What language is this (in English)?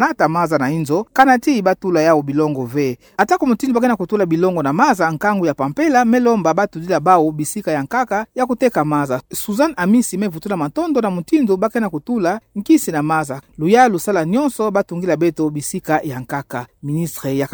Kituba (Democratic Republic of Congo)